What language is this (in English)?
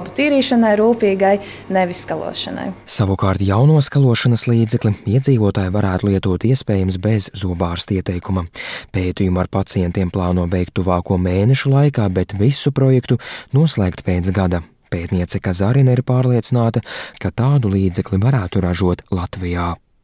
Latvian